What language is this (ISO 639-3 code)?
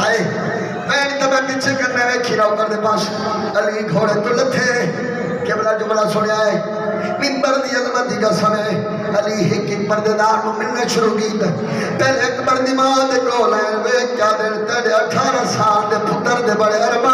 skr